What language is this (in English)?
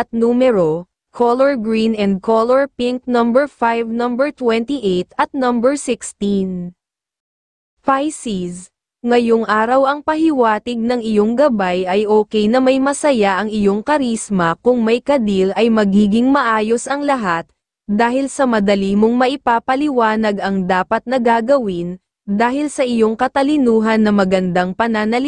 Filipino